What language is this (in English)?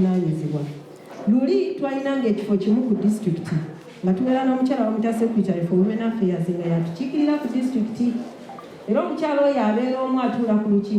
Ganda